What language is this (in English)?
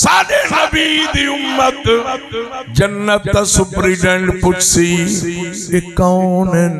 Saraiki